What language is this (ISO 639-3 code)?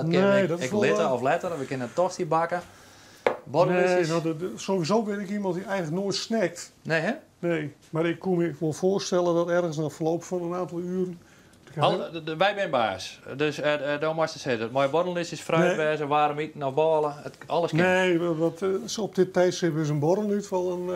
fry